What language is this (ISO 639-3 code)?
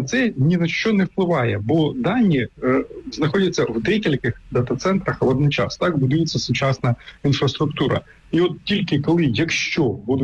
ukr